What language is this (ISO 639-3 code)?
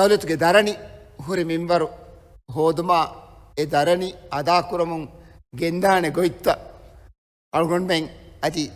div